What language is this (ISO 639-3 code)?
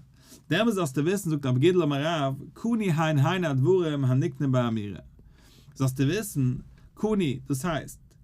yid